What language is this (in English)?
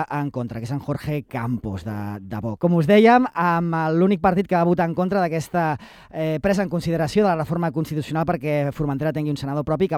Catalan